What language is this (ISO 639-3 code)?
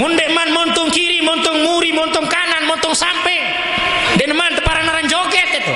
sas